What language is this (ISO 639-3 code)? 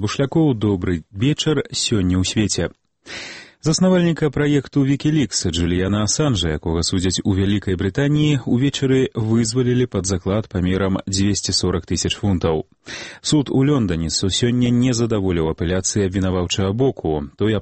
bel